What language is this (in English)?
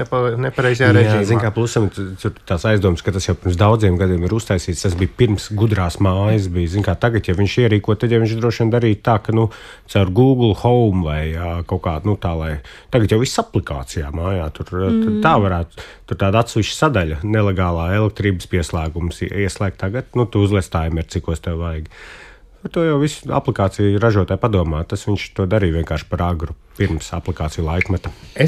Latvian